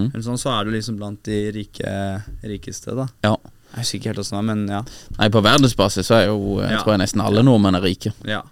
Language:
Norwegian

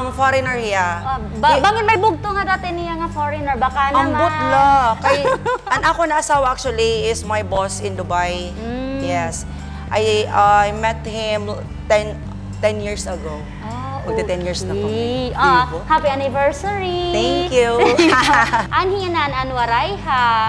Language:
Waray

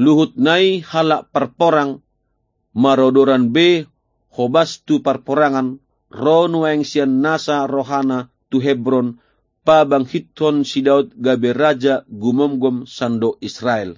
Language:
Batak Toba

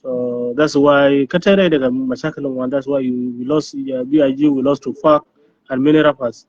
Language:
Nuer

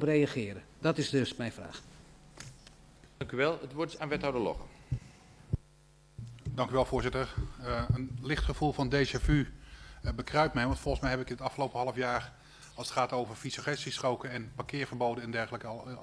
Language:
Dutch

